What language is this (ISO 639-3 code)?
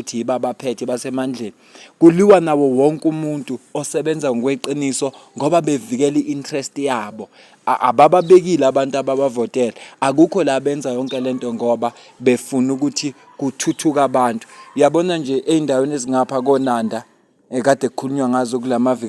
zul